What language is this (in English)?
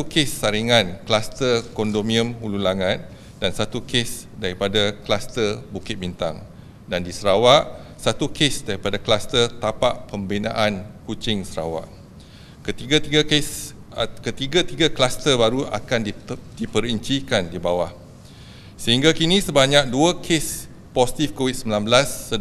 Malay